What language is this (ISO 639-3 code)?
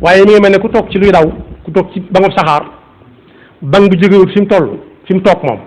wol